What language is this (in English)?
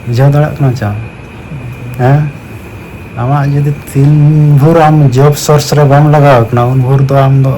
Santali